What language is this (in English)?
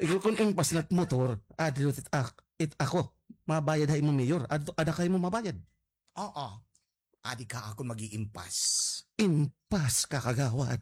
Waray